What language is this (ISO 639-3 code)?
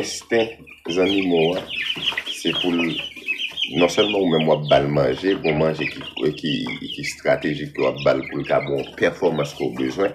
hat